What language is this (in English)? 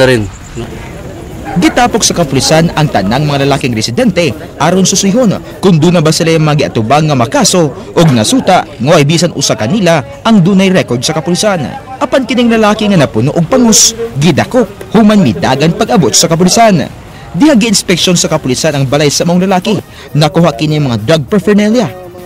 Cebuano